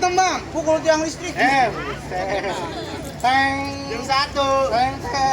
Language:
Betawi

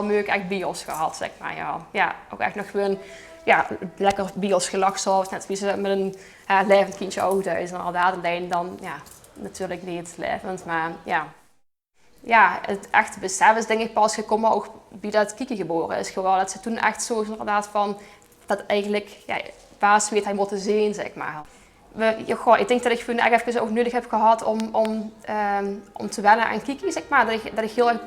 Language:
Limburgish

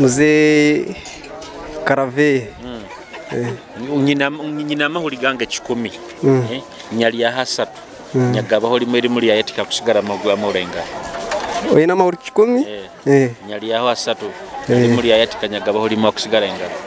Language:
Nyoro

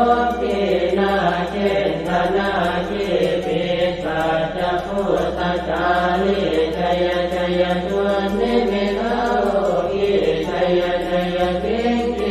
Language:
Pali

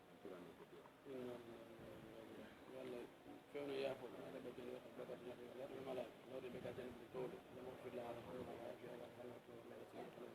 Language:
Pular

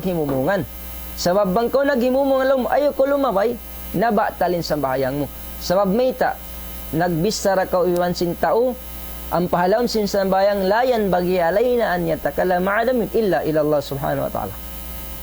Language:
Tausug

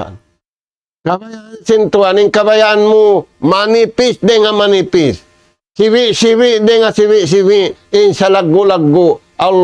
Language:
Tausug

